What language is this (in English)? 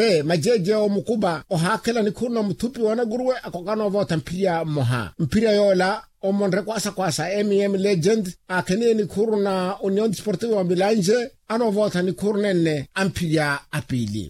Makhuwa